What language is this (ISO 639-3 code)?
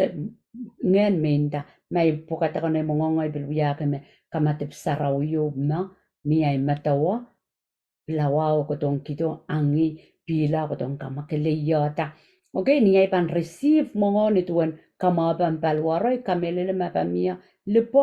pon